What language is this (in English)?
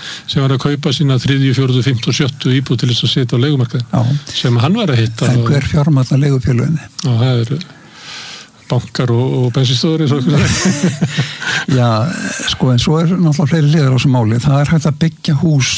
Icelandic